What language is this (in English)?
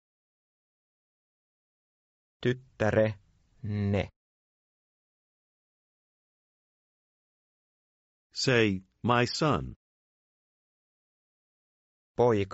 Finnish